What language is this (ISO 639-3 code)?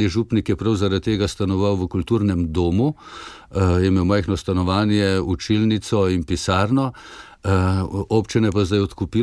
slv